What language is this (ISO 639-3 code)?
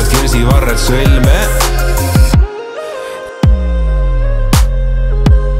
est